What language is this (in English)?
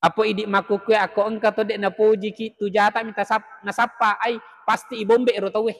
Buginese